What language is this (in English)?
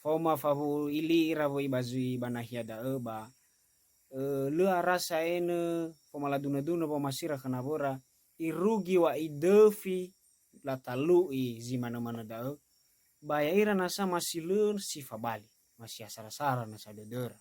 Nias